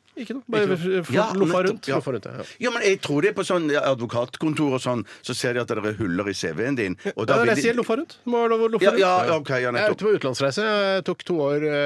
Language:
Norwegian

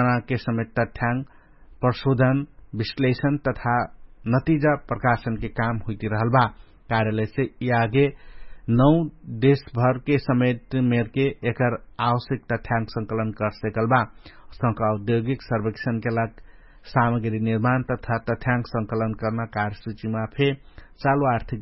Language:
Dangaura Tharu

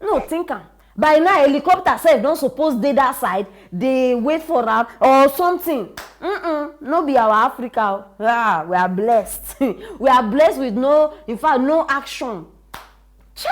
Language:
Nigerian Pidgin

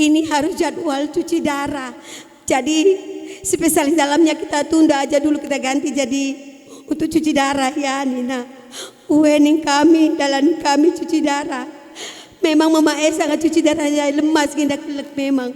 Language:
Batak Karo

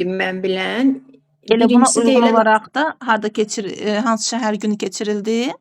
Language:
Azerbaijani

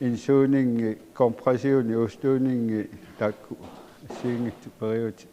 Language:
Kalaallisut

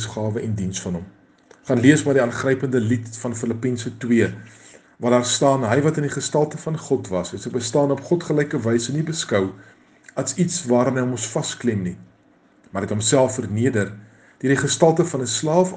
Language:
Afrikaans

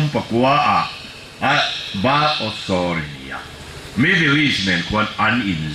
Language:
Falam Chin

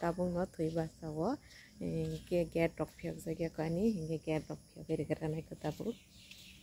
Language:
Kok Borok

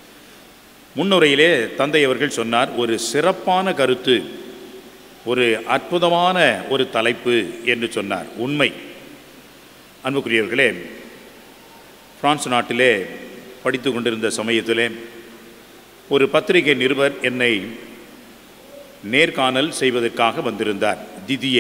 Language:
Tamil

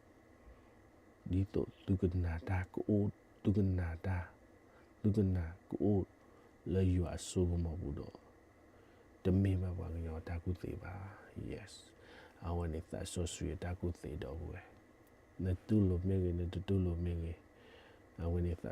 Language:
S'gaw Karen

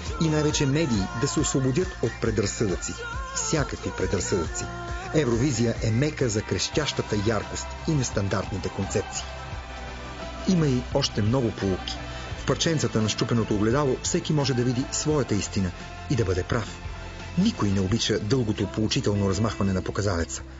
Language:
Bulgarian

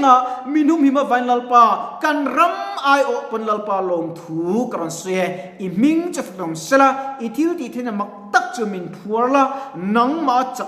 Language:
Mizo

